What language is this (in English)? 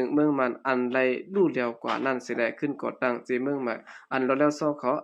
Shan